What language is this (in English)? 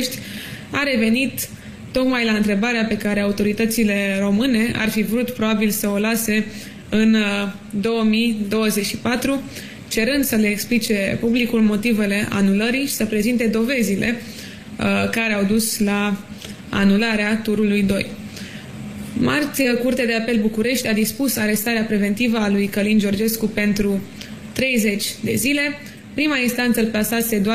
Romanian